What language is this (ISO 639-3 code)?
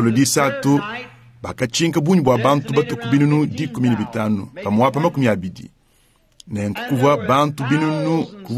lua